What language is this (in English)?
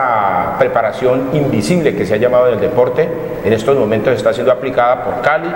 Spanish